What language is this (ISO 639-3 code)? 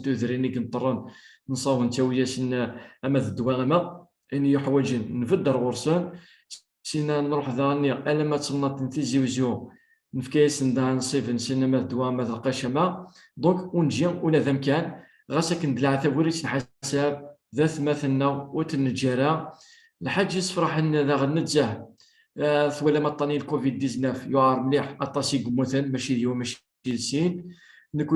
kab